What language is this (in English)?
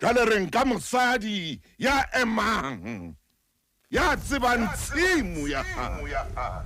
Southern Sotho